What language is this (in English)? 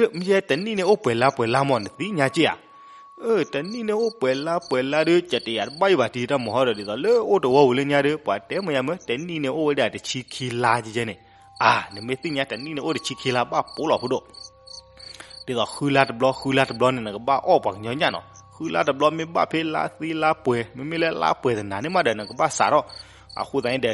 S'gaw Karen